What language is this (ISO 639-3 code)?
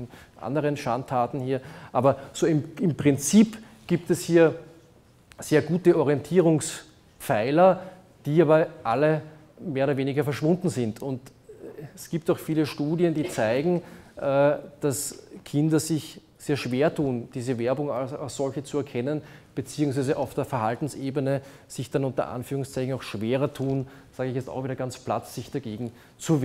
deu